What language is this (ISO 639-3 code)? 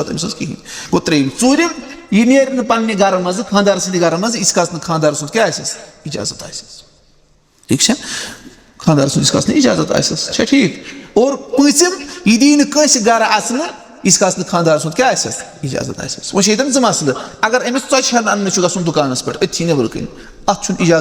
kas